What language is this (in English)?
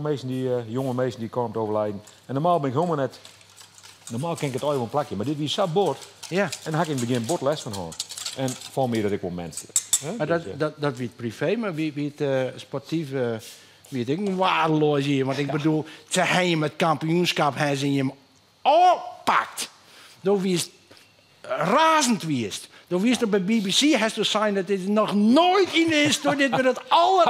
Western Frisian